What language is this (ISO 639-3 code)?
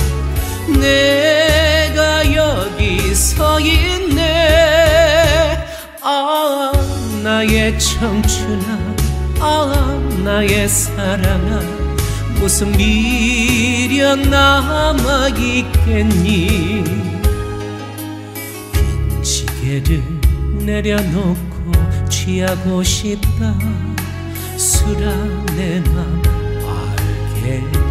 kor